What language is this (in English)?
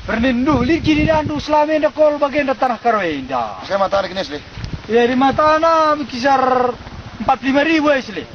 Batak Karo